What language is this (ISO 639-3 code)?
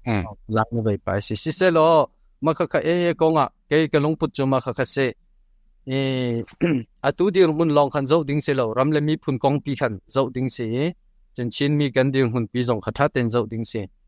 cnh